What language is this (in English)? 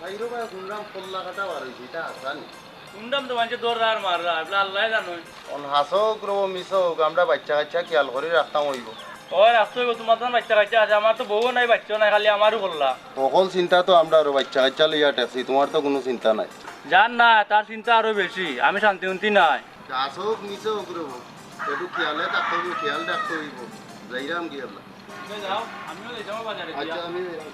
Sylheti